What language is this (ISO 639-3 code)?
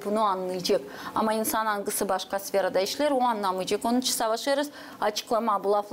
gag